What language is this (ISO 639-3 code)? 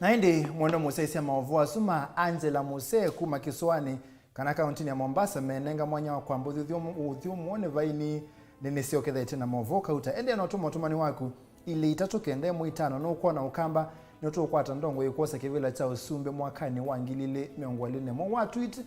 kam